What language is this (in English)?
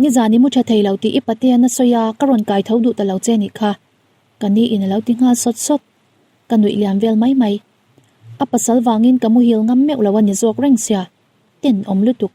Mizo